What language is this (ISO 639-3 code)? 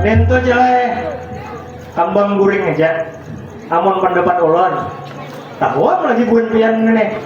bjn